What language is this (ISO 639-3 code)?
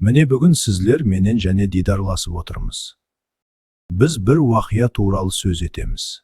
kaa